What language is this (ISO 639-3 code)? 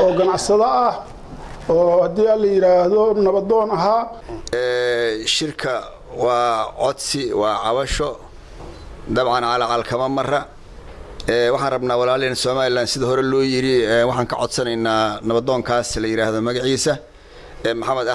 som